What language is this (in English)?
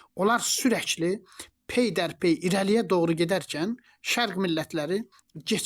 Azerbaijani